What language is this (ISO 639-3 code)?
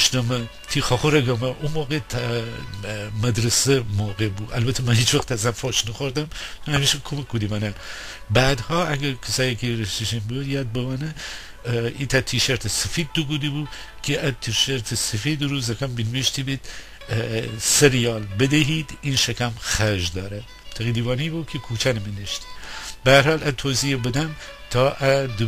glk